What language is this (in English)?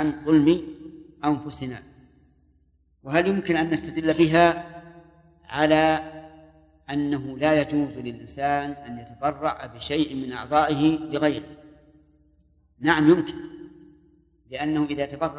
Arabic